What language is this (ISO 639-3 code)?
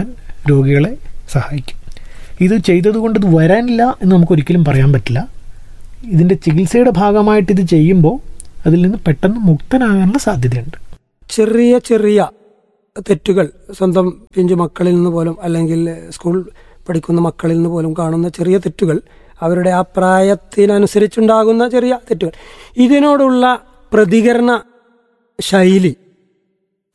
mal